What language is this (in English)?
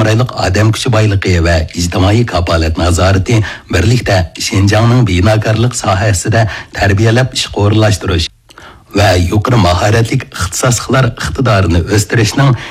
Uyghur